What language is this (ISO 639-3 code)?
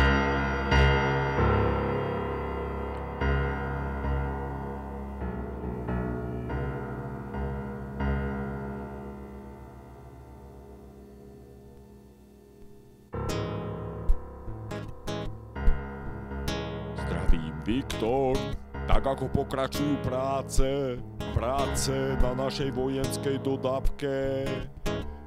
slk